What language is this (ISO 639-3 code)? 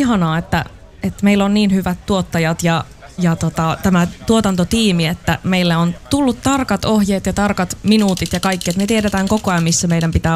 fin